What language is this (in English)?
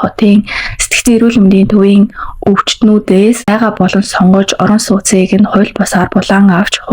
Mongolian